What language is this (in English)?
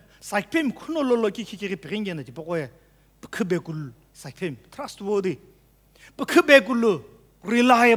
Sumi Naga